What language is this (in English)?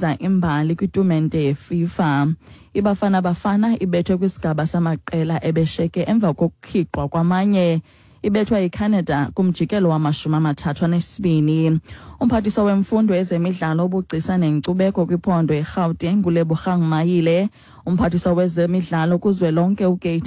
Xhosa